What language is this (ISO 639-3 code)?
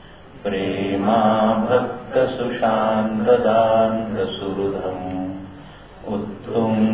mar